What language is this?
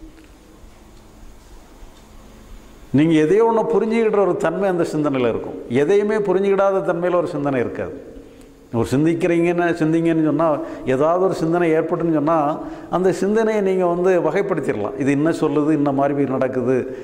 Tamil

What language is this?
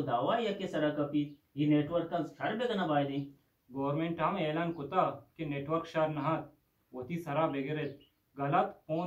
Baluchi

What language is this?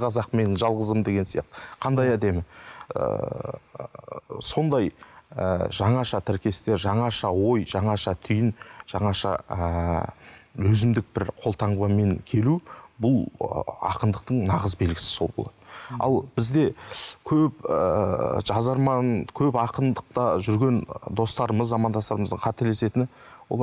Kazakh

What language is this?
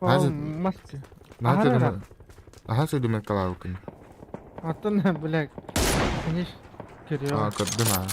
Yakut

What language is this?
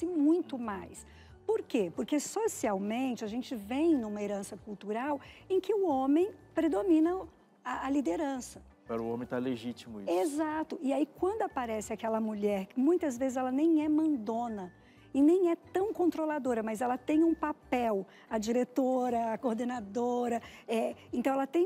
Portuguese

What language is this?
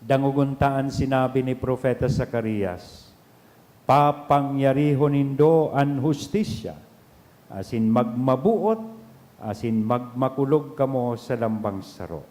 Bikol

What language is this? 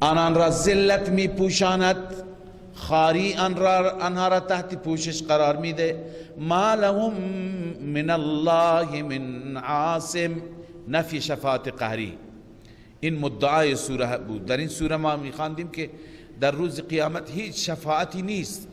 Persian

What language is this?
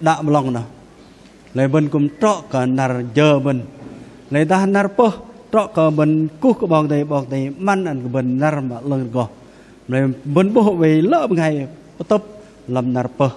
Bahnar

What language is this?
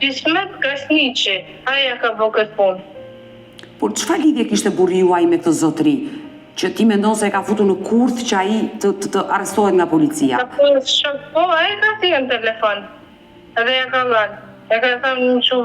Albanian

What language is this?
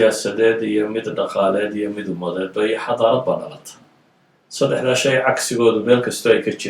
Somali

